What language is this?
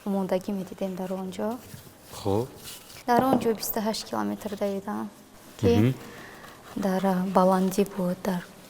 Tajik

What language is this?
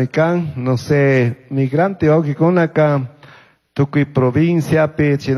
Chimborazo Highland Quichua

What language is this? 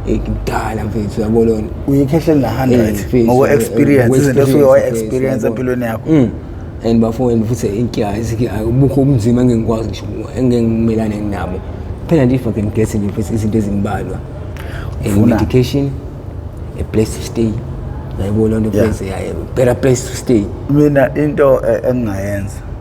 Zulu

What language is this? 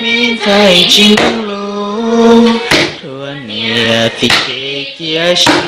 Hmong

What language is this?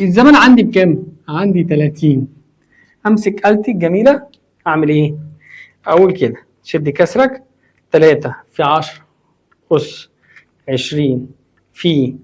Egyptian Arabic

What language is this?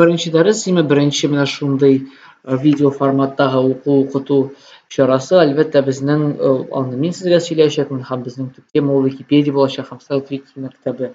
Tatar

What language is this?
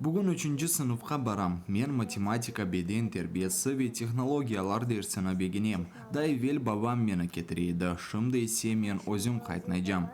Crimean Tatar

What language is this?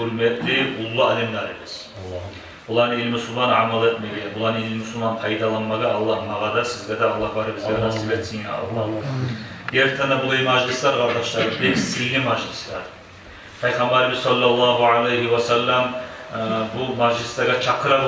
Kumyk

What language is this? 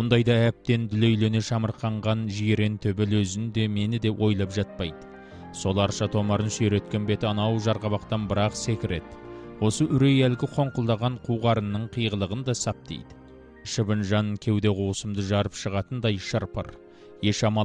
Kazakh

